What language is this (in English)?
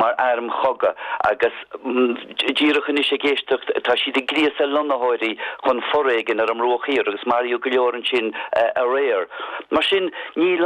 Irish